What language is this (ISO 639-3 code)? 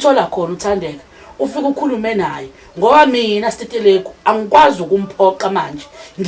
zul